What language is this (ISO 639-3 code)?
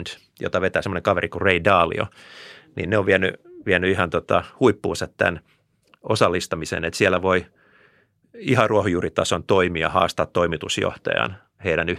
fin